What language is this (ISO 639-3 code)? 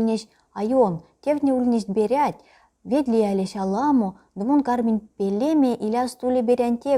myv